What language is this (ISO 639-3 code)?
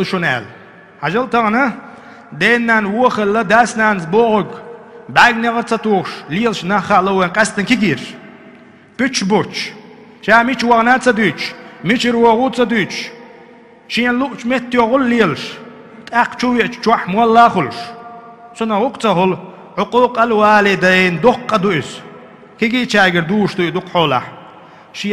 che